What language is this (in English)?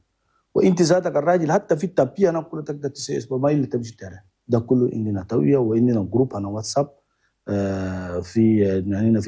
Chadian Arabic